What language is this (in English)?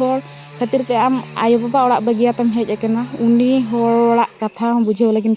Santali